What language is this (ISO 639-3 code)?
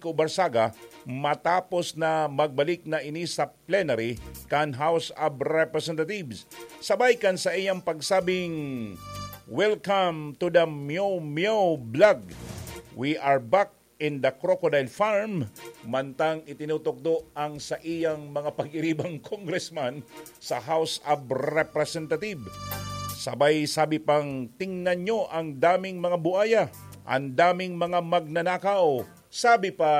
bik